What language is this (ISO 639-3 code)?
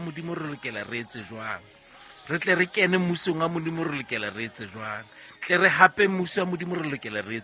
sot